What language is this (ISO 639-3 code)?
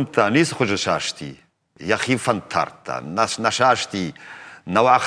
oss